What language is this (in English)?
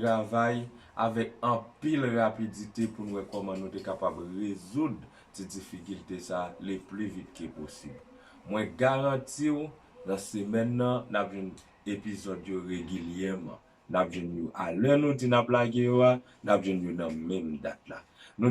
Haitian Creole